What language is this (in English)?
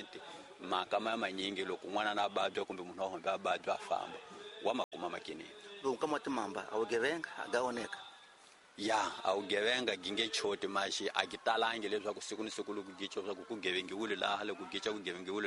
Tsonga